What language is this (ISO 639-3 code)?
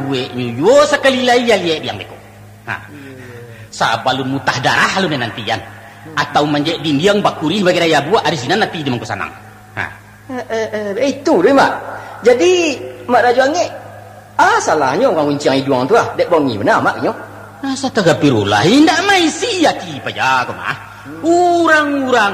min